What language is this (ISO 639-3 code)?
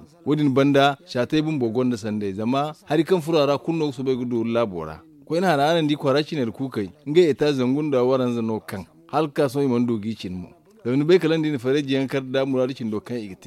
dje